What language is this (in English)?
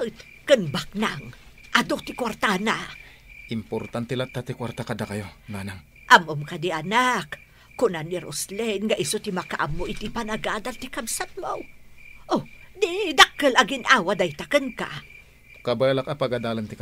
Iloko